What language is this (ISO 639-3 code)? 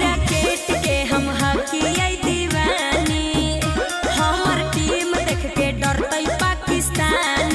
mag